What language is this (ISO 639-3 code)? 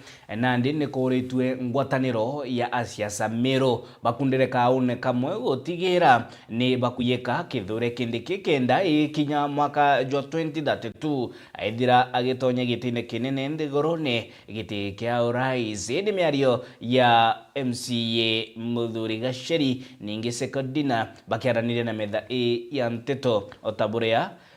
mer